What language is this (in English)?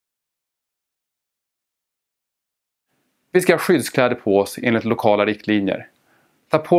Swedish